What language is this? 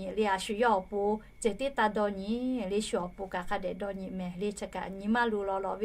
Lahu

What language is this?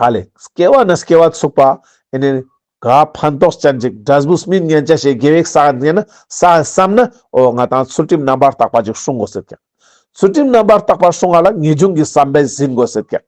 Ladakhi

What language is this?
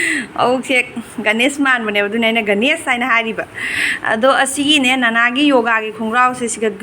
Manipuri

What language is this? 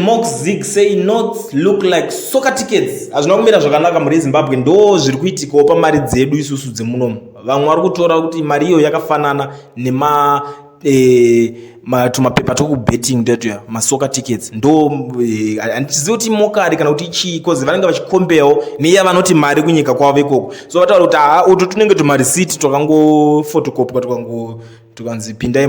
Shona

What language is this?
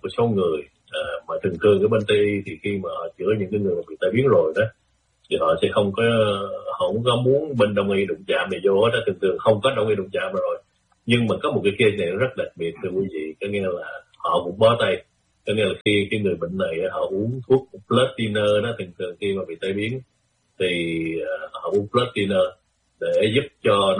Vietnamese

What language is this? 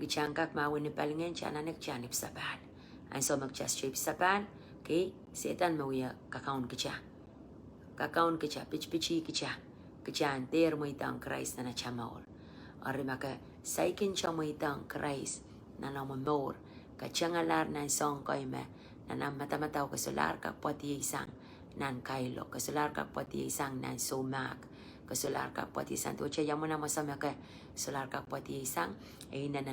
Pohnpeian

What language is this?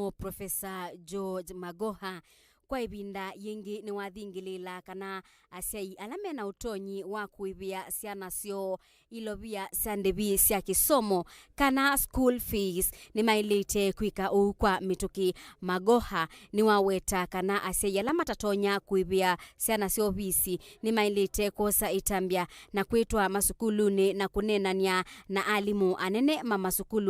Kamba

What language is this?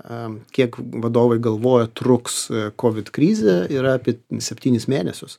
Lithuanian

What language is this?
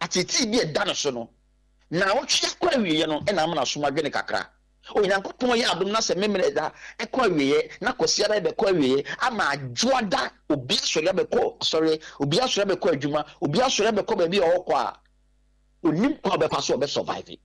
Akan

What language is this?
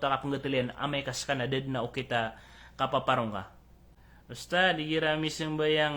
Maranao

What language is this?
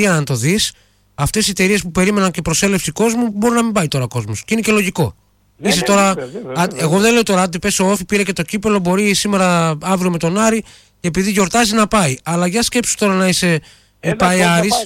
Greek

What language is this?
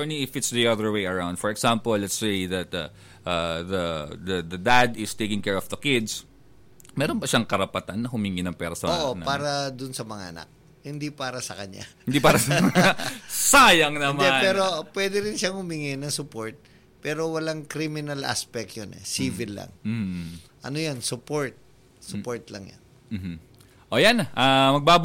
Filipino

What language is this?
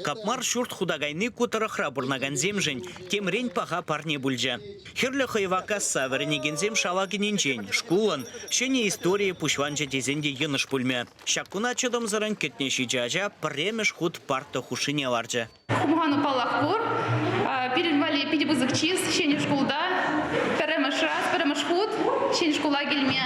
Chuvash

